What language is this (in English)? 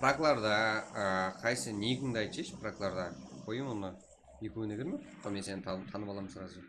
Kara-Kalpak